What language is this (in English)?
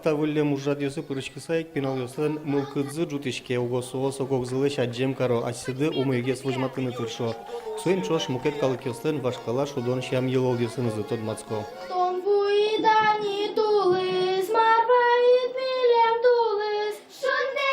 Udmurt